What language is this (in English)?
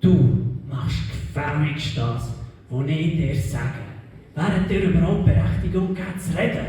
Swiss German